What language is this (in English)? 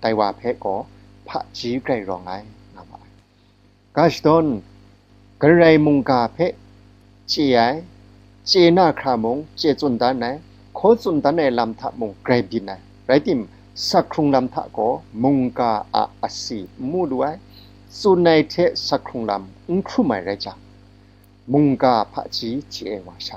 Kachin